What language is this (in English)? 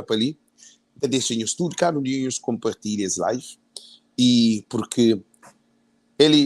Kabuverdianu